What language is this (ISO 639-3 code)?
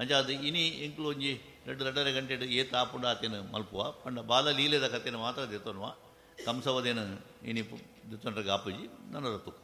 tcy